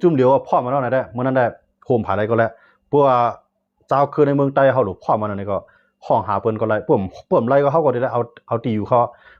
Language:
Shan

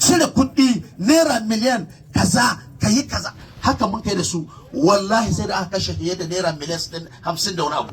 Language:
Hausa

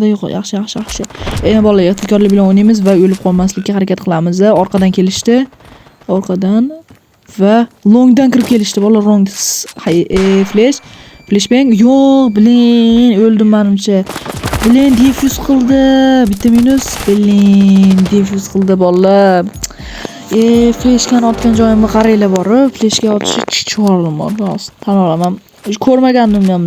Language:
Uzbek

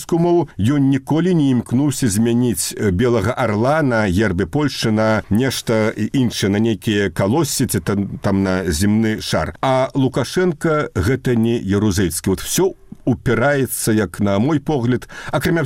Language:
Belarusian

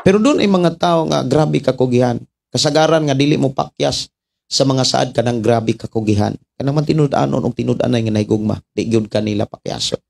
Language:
Cebuano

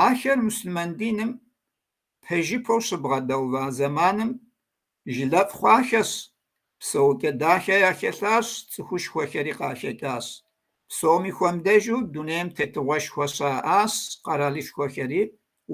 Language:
Kabardian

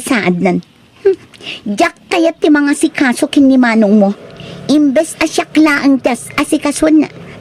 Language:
Iloko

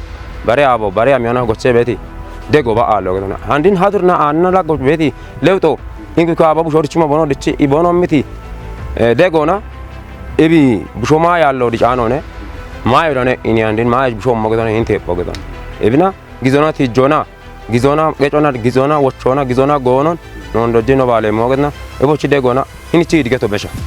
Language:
Kafa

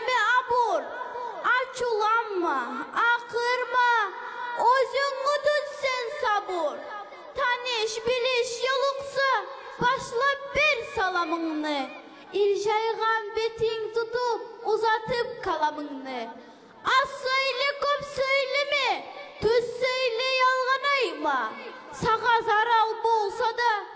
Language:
Kumyk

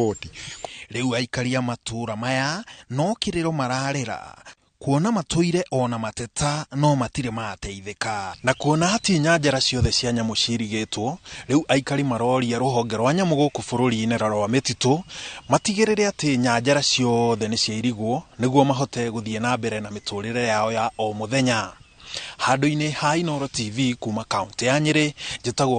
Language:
Kikuyu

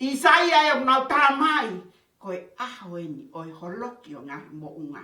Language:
Tongan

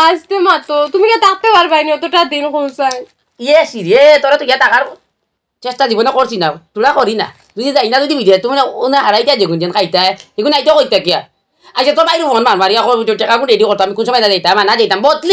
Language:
Sylheti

